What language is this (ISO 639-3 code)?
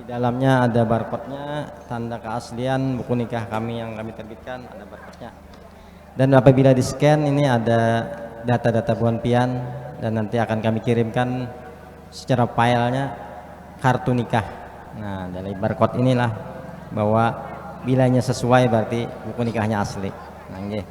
bjn